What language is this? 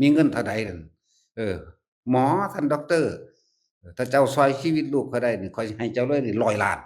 Northeastern Thai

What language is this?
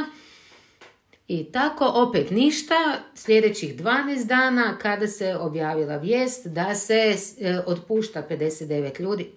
Croatian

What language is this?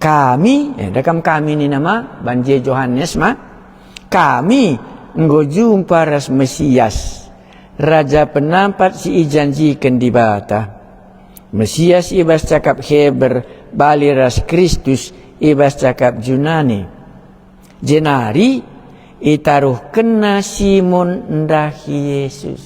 Batak Karo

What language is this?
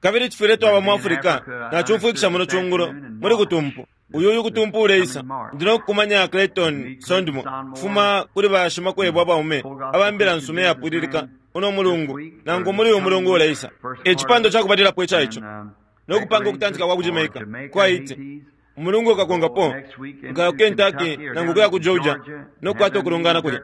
Bemba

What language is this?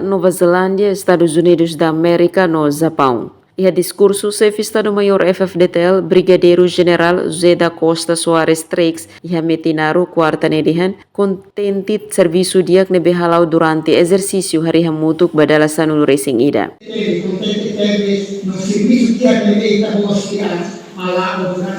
Tetum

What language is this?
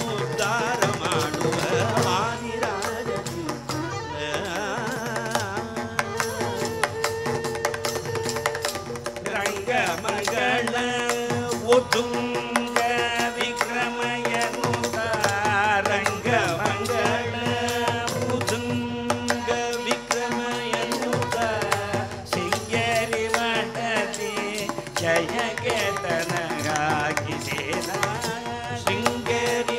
Kannada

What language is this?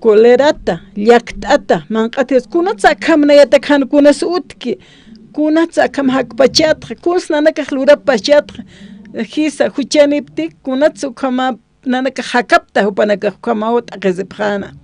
Aymara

